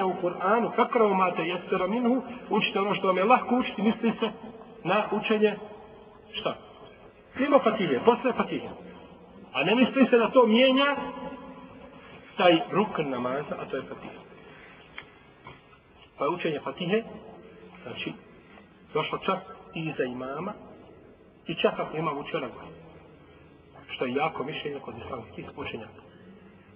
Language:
Bosnian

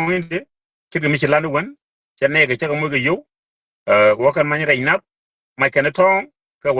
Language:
Nuer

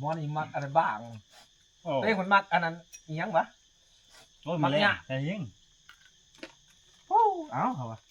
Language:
Lao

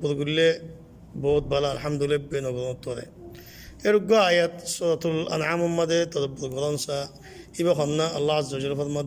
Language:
Rohingya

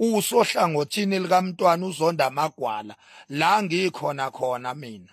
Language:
Zulu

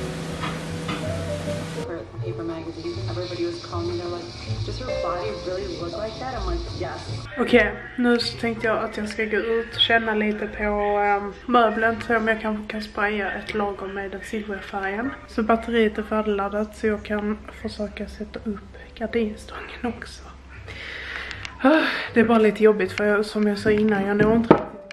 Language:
Swedish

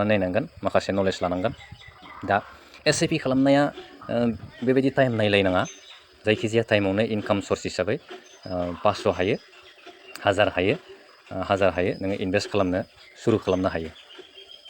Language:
Bodo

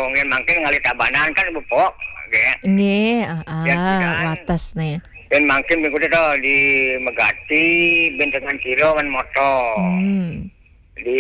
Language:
Balinese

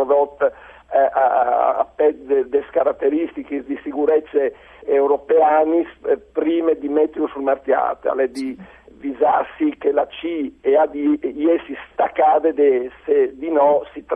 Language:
Friulian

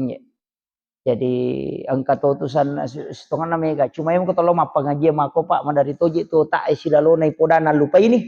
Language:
Buginese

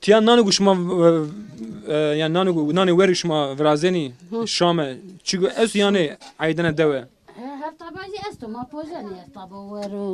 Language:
Zaza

